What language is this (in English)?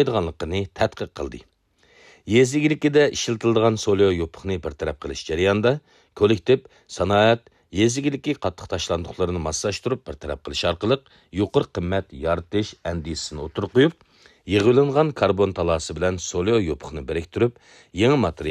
Uyghur